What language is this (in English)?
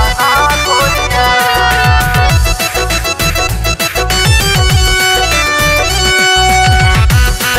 Bhojpuri